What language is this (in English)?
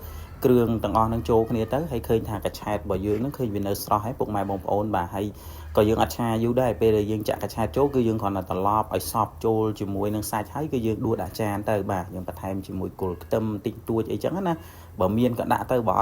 Khmer